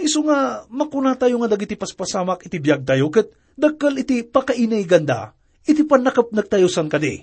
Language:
Iloko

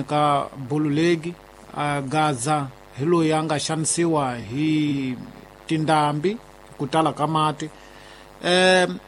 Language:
Tsonga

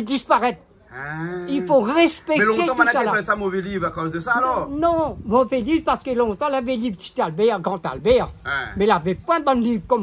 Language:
Réunion Creole French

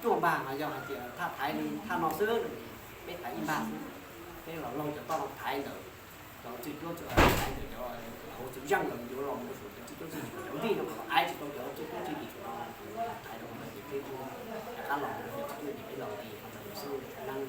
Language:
Hmong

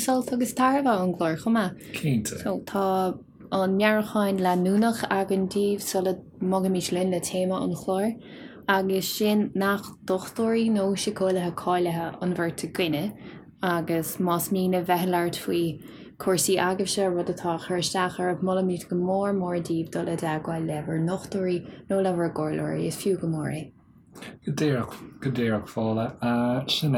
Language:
Irish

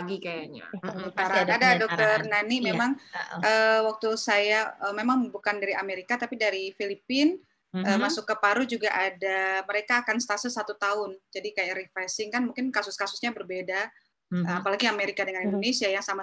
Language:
Indonesian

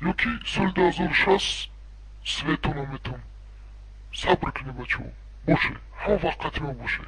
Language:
Tajik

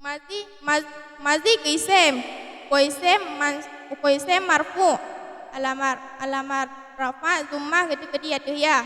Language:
Achinese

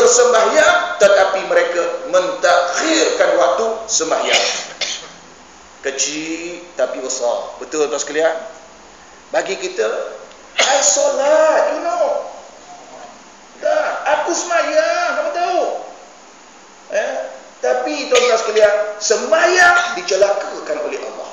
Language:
Malay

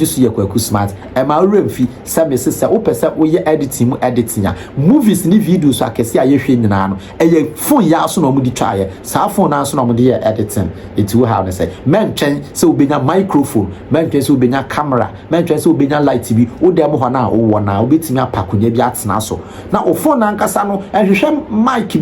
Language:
Akan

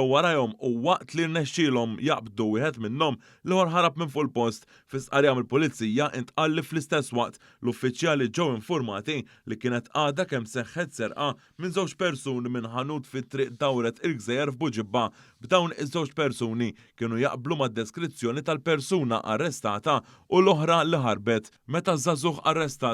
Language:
Maltese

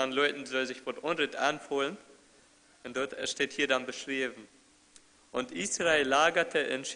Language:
Plautdietsch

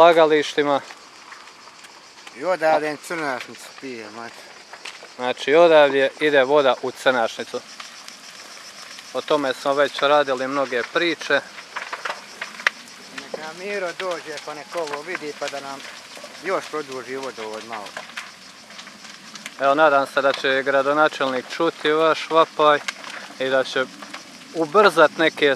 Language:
Croatian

